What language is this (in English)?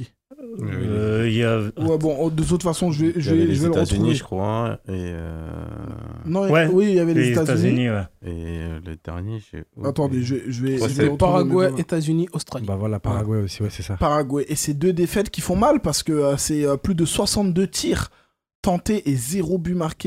French